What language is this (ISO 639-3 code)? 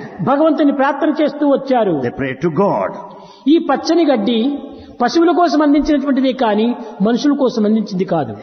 tel